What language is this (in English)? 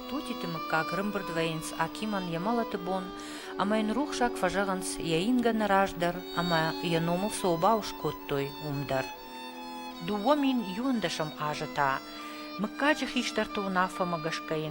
Ossetic